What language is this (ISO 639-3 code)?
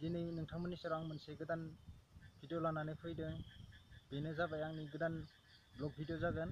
brx